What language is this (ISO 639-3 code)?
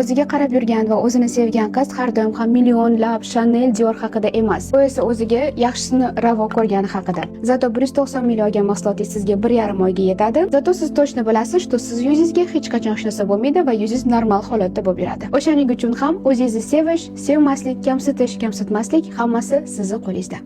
uzb